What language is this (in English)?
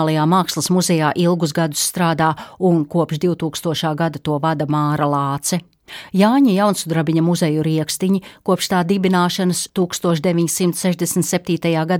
Latvian